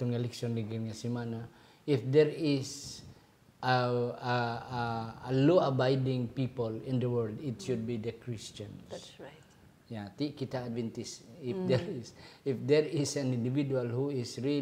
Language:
Hiligaynon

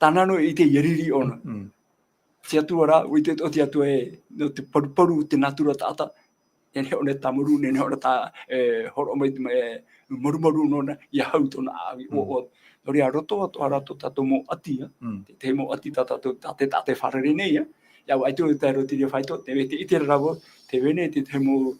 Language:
Tahitian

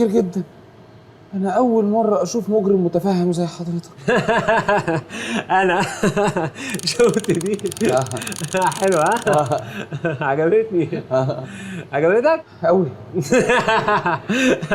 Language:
Egyptian Arabic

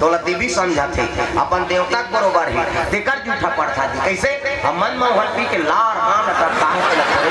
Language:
Chhattisgarhi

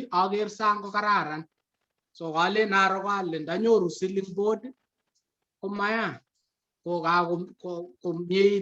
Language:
Kalenjin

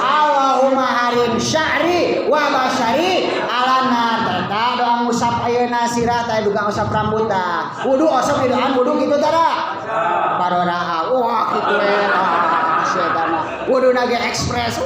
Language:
Sundanese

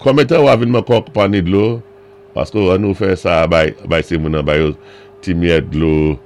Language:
Saint Lucian Creole French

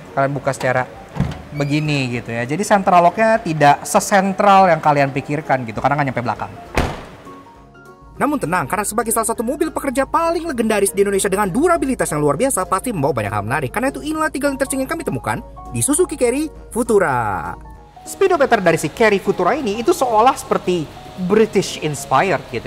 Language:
Indonesian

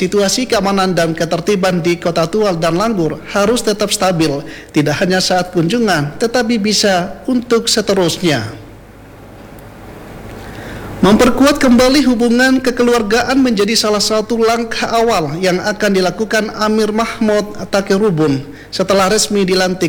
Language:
Indonesian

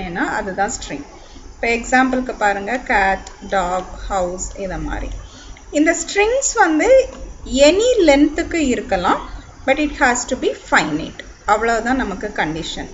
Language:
Tamil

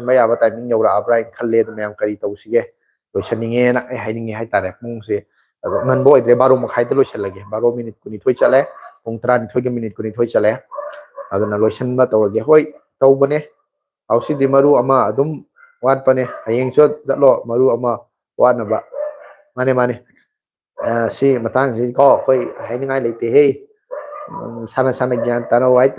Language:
Manipuri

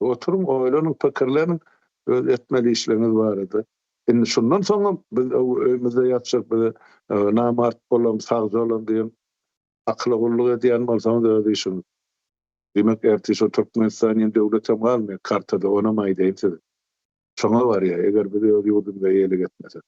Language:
Turkmen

